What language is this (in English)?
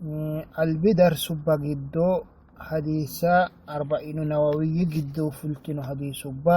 Sidamo